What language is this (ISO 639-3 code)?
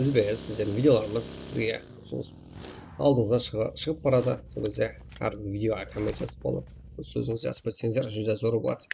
kaa